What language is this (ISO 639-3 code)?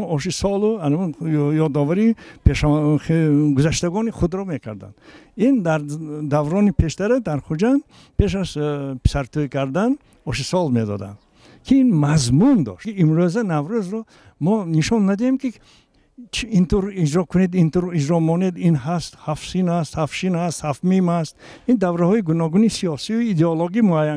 tgk